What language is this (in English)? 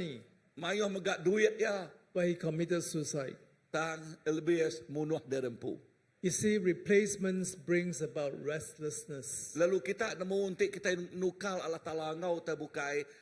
Iban